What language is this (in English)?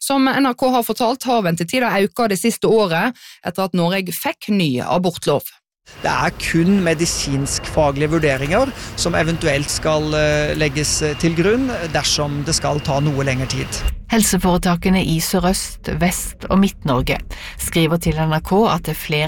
Norwegian